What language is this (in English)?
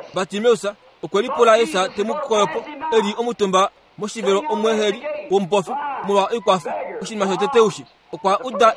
Kuanyama